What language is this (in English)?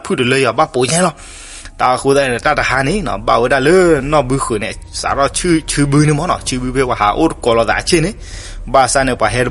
S'gaw Karen